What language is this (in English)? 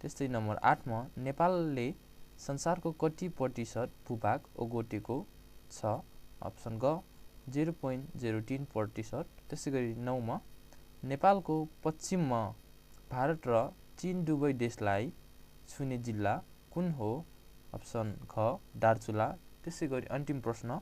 Nepali